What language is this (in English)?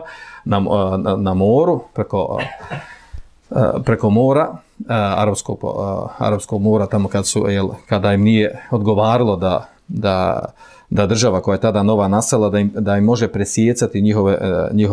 Bosnian